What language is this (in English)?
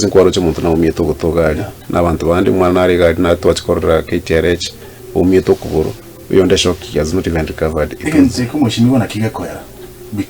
Gusii